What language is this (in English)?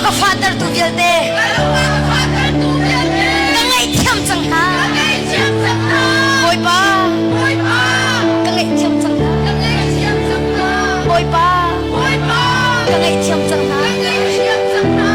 Hakha Chin